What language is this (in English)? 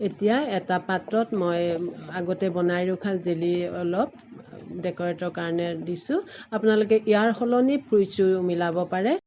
Assamese